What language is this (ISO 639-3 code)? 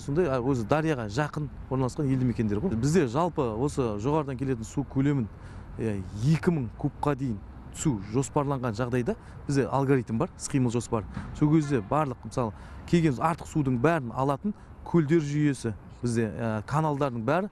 kaz